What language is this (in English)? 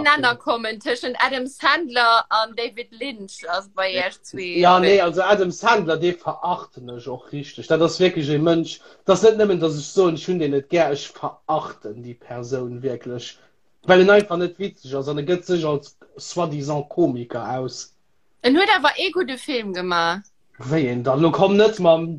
Luxembourgish